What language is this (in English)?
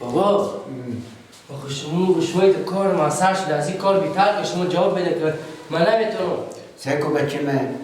Persian